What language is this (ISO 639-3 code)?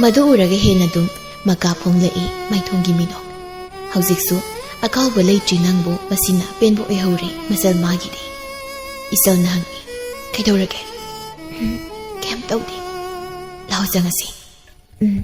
mni